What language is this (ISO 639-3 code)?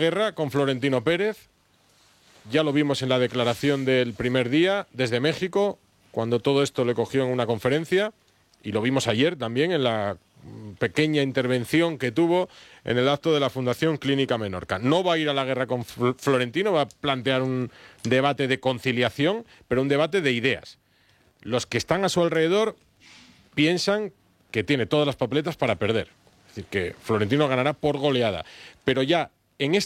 spa